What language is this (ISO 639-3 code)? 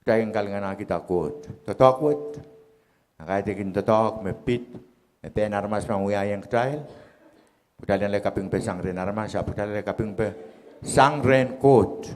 pon